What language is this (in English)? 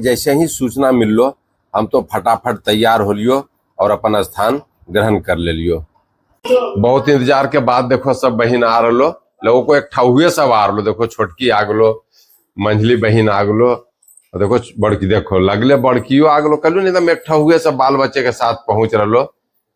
Magahi